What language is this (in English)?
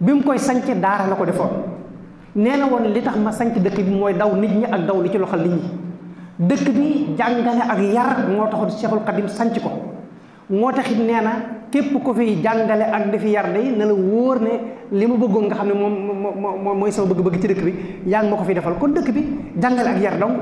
Wolof